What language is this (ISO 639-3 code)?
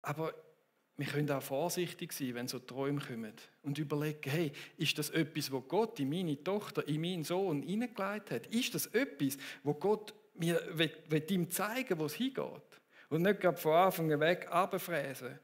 gsw